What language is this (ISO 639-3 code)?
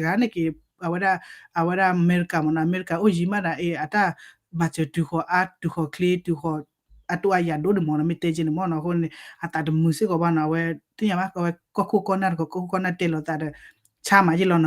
ksw